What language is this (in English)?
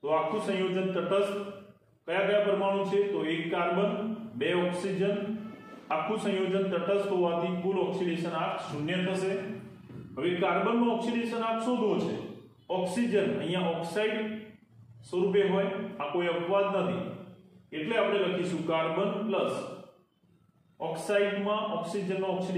Gujarati